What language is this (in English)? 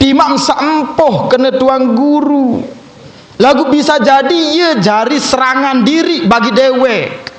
Sasak